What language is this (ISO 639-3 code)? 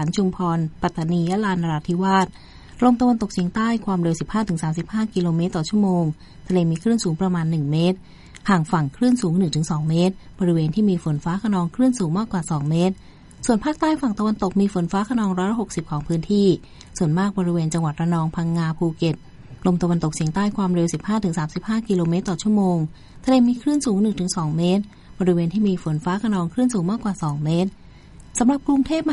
tha